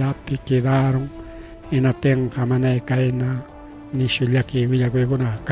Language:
Ayacucho Quechua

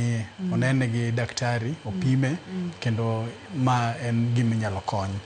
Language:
Luo (Kenya and Tanzania)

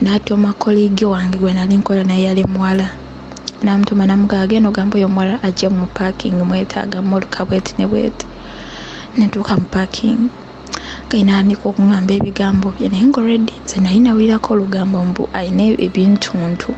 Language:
Ganda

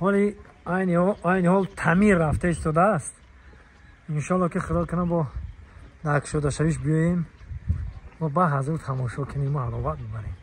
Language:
Tajik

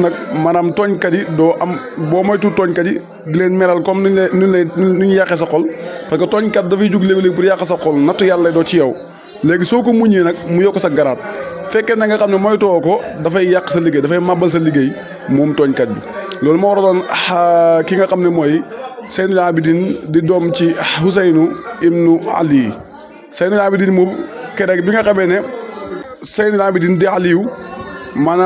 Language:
Wolof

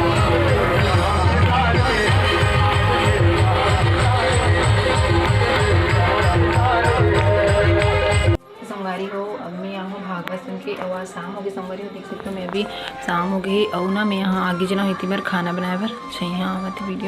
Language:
Chhattisgarhi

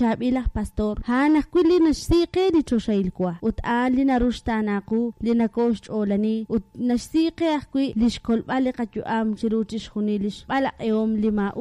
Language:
Kekchí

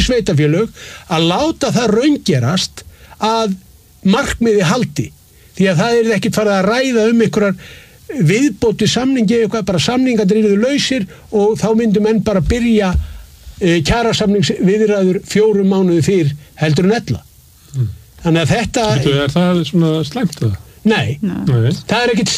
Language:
Icelandic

